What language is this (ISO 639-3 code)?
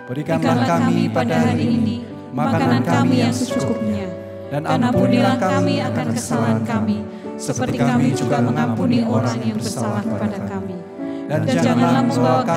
ind